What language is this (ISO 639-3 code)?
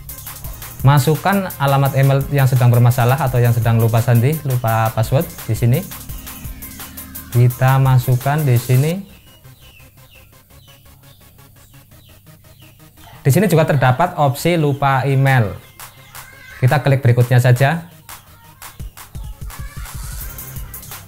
ind